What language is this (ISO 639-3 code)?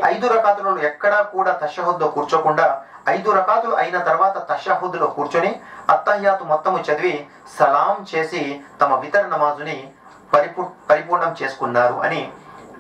tel